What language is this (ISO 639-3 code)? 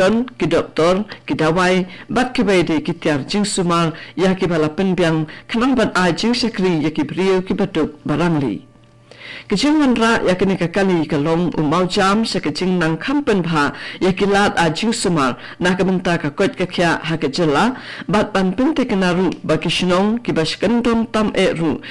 kha